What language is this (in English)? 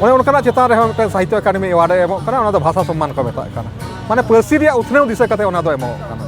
Santali